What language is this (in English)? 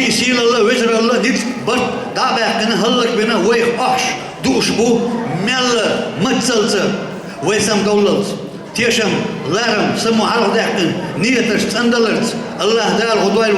Chechen